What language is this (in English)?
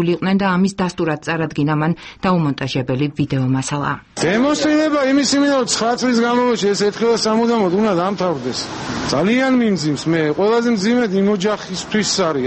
Georgian